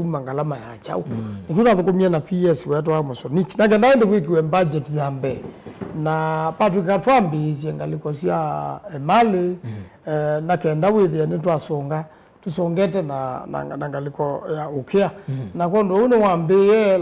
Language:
Kamba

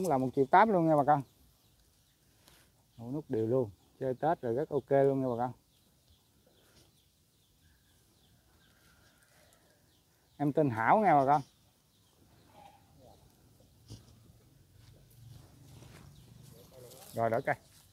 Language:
Vietnamese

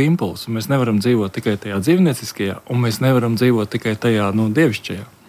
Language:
Latvian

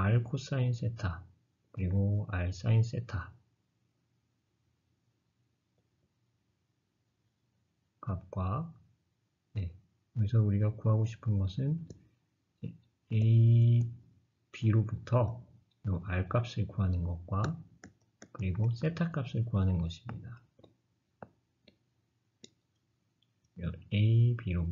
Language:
Korean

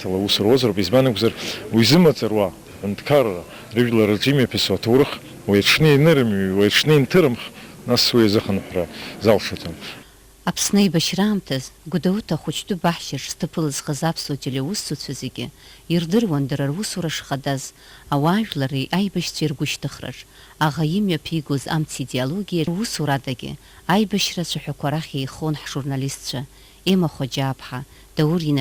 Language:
Abkhazian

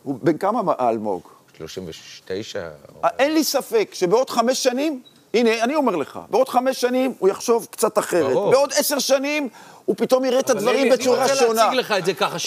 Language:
Hebrew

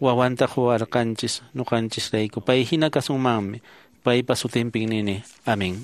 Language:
Quechua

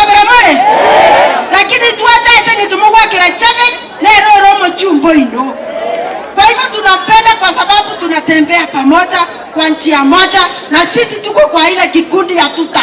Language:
Gusii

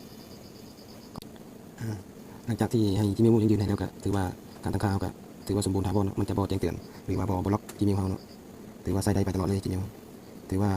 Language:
Lao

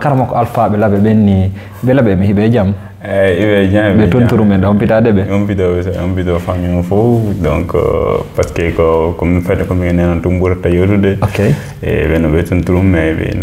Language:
Fula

